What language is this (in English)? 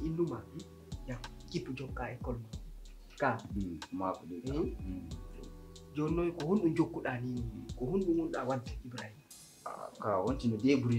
Pular